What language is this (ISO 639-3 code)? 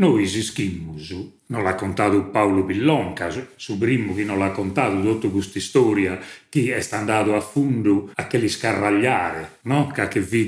srd